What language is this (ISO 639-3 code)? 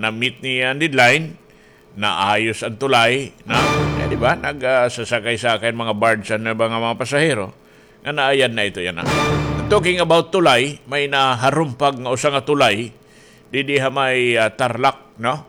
war